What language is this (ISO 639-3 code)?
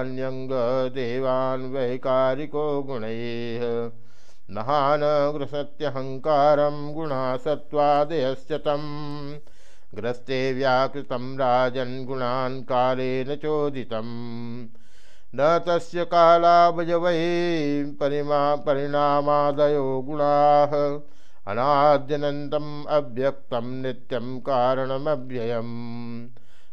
san